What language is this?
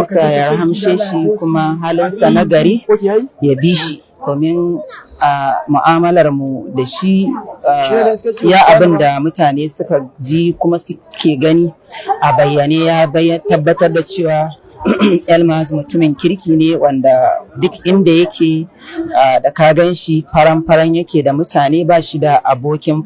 Hausa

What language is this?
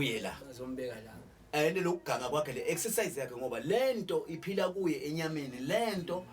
Zulu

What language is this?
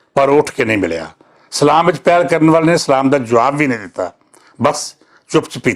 Western Panjabi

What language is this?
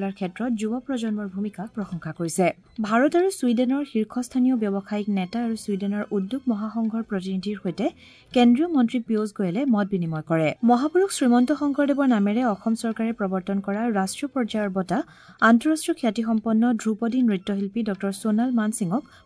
Assamese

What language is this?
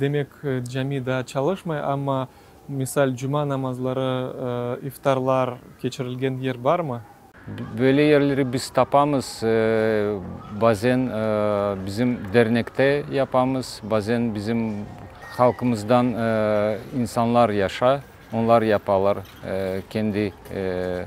Crimean Tatar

